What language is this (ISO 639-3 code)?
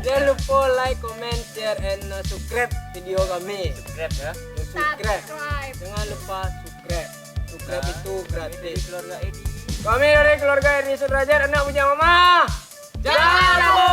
min